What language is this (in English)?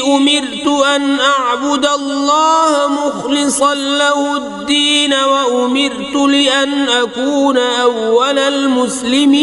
Kashmiri